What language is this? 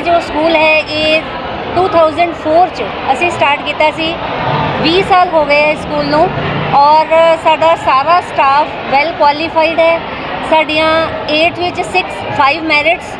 Punjabi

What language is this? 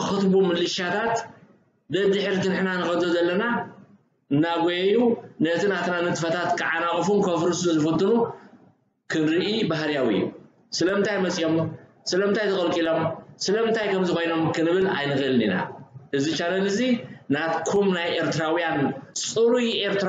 Tigrinya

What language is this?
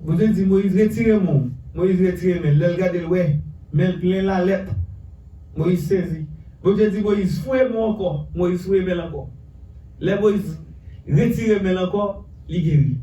Haitian Creole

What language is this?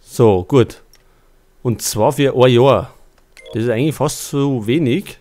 Bavarian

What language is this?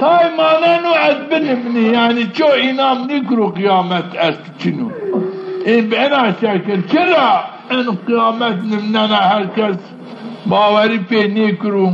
Zaza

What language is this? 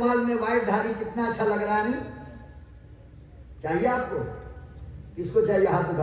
Urdu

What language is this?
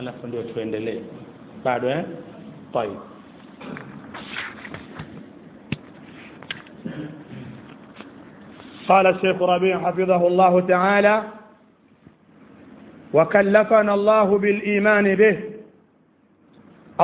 Swahili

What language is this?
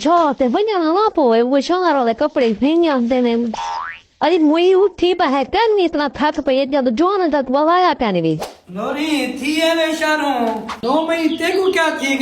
Saraiki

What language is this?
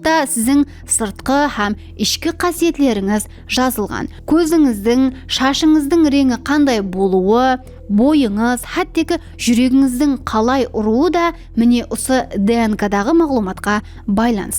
Kara-Kalpak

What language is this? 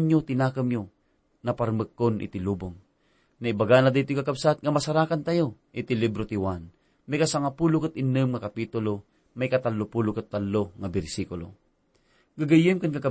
Iloko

